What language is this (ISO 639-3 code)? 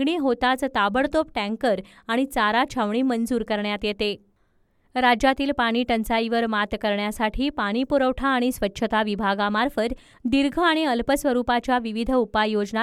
mar